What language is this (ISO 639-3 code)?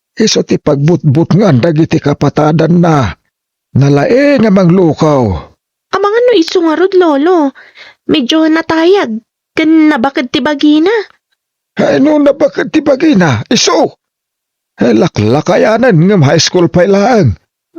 ilo